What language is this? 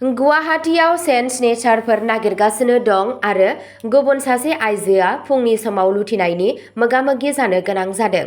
Bodo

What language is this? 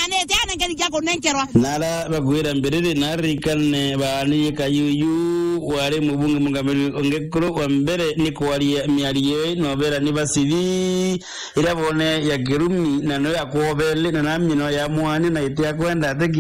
Meru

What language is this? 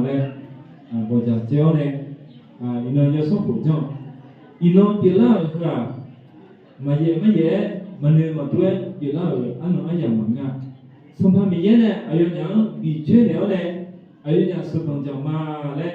Akha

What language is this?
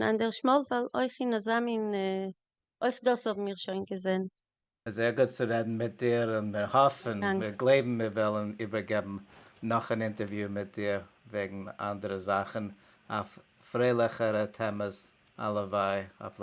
Yiddish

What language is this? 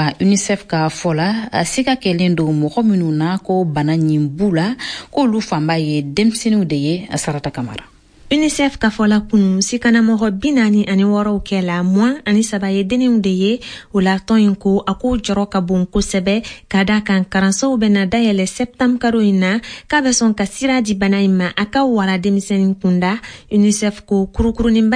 Bambara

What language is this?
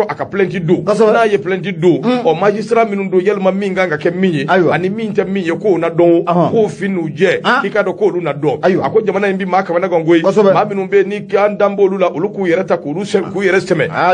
Bambara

